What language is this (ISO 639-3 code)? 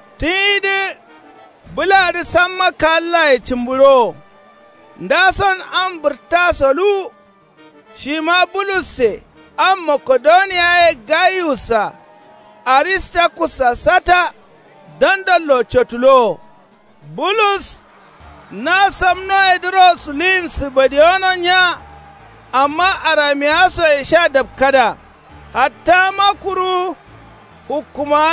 kau